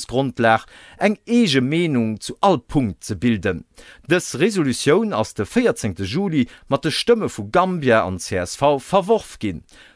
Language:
Luxembourgish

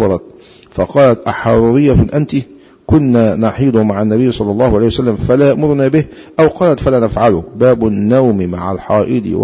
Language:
Arabic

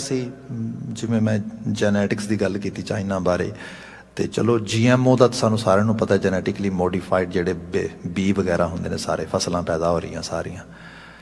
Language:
Punjabi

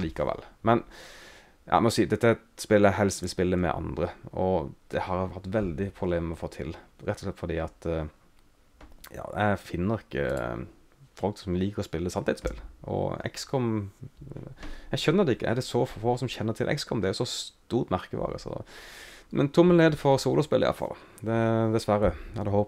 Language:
Norwegian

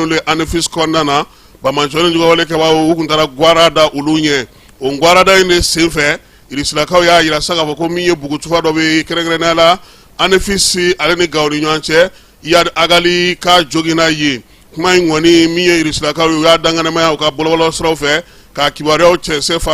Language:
Bambara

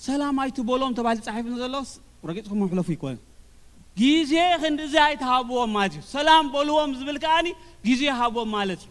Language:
Tigrinya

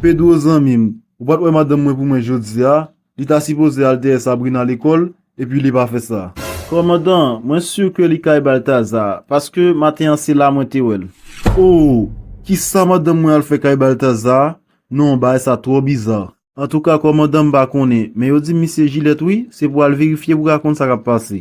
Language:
Haitian Creole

